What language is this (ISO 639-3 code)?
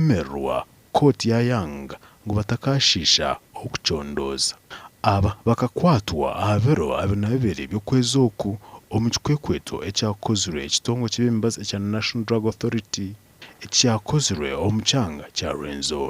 nyn